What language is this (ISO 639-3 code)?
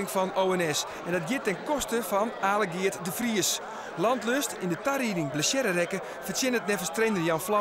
fry